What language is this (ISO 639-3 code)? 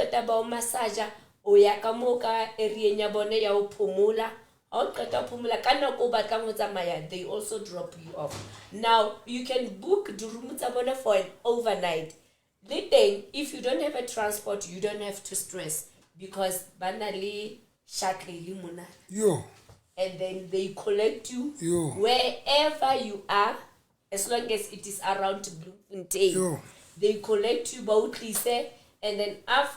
sot